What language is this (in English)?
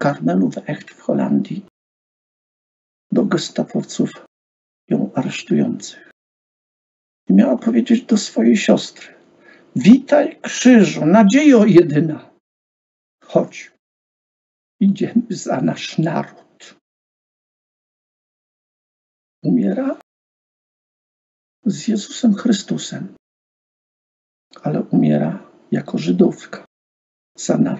Polish